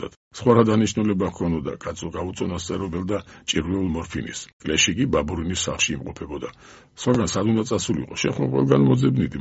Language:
Georgian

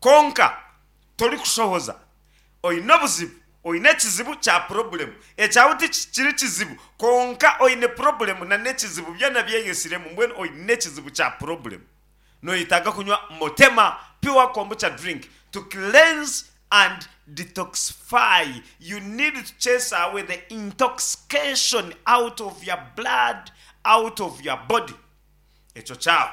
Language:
Nyankole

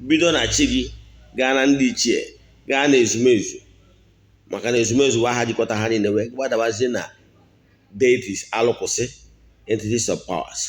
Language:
Igbo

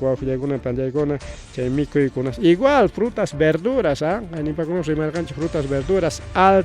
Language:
Ayacucho Quechua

